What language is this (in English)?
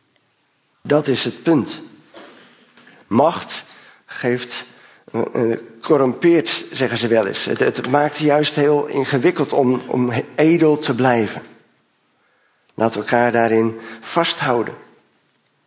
Dutch